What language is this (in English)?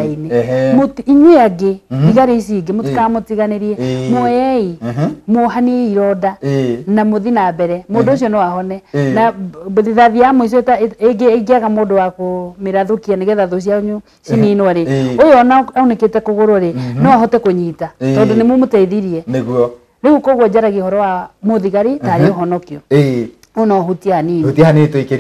Kikuyu